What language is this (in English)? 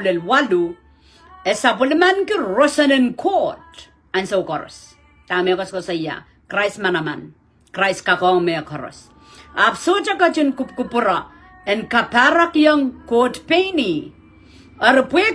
Pohnpeian